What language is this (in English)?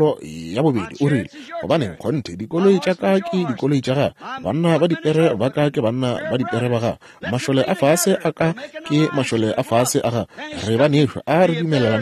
Northern Sotho